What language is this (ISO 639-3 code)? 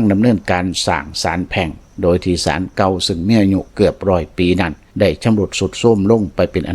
lao